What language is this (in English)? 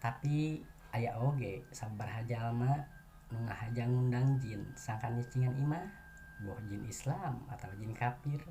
Sundanese